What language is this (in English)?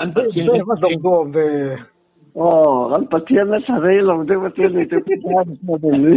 Mizo